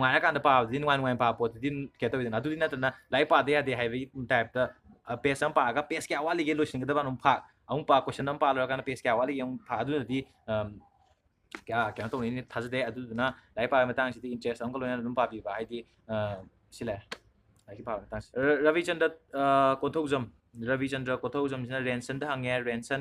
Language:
Manipuri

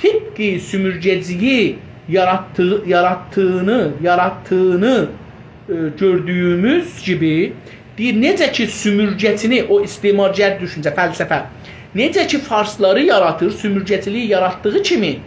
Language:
South Azerbaijani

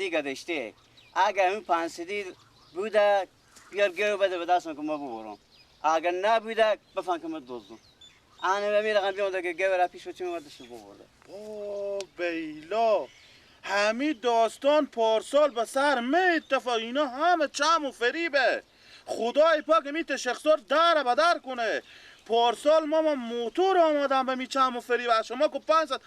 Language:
Persian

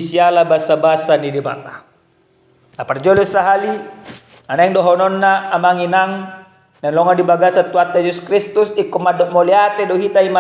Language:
Batak Toba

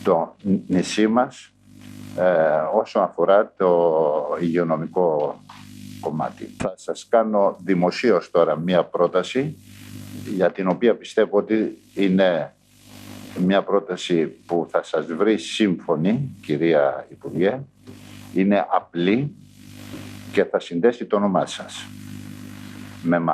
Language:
Greek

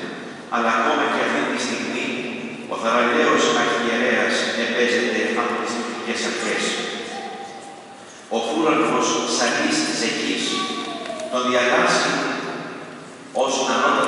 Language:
Greek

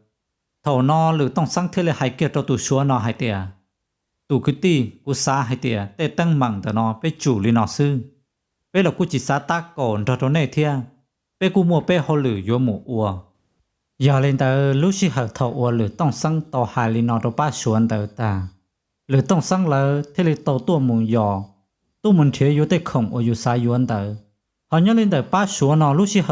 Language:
Hmong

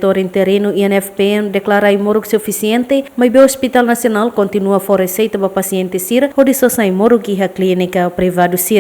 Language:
Tetum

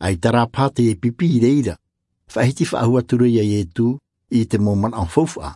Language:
Tahitian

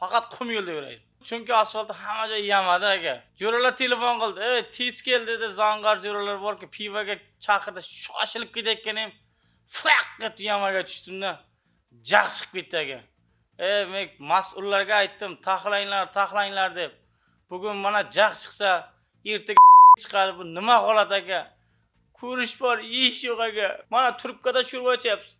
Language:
Uzbek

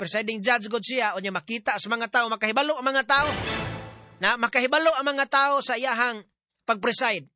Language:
Cebuano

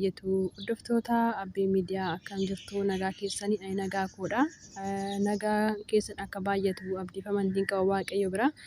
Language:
Oromo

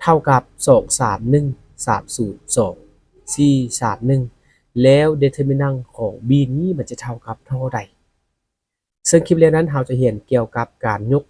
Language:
Lao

